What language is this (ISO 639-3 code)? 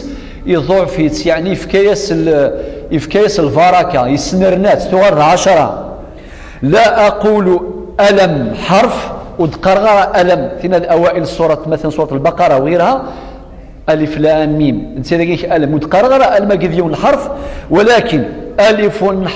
kab